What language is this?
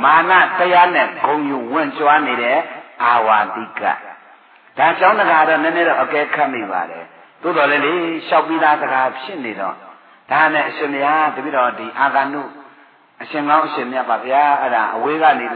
Burmese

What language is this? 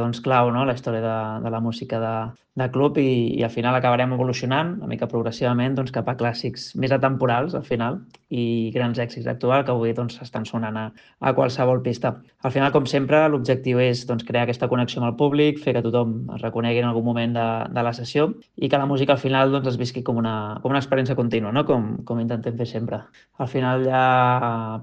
Catalan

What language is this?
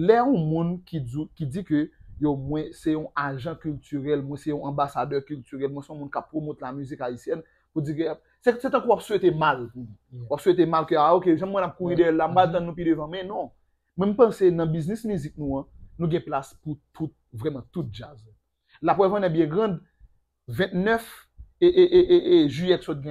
Haitian Creole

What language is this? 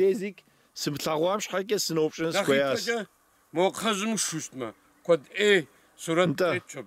Kabardian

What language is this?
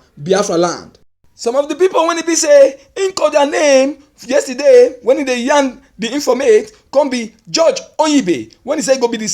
Nigerian Pidgin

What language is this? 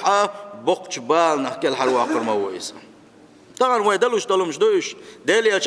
Chechen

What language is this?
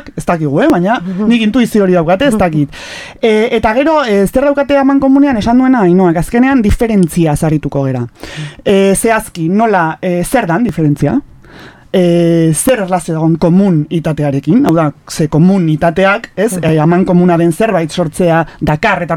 Basque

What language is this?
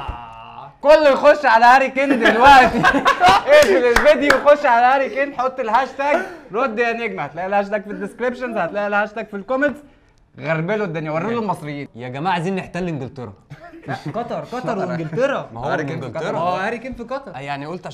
Egyptian Arabic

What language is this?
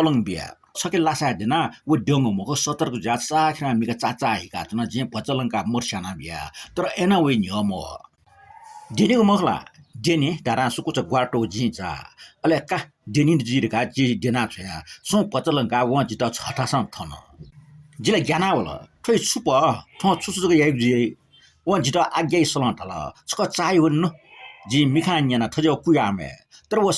Newari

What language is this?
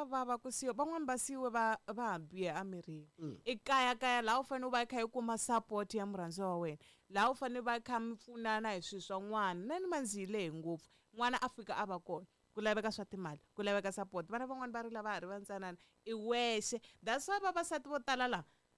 Tsonga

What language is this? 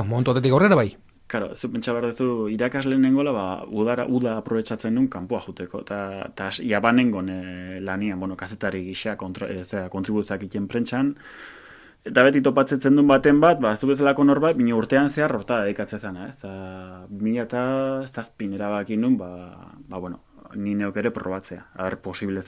Basque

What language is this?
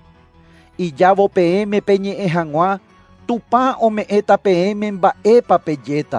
Guarani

